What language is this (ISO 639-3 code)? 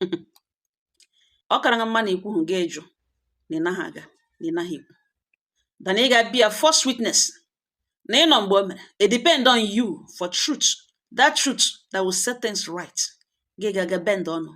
ibo